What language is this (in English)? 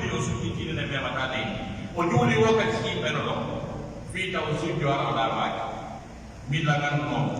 Pular